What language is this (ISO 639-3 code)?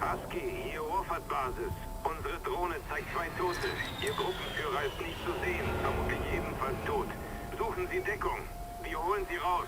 bar